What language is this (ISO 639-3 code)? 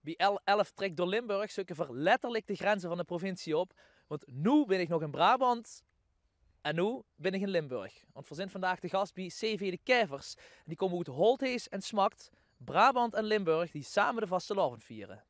lim